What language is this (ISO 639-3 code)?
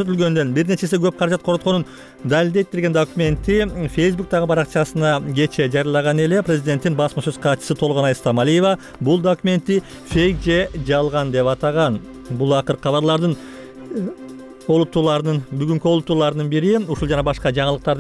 kir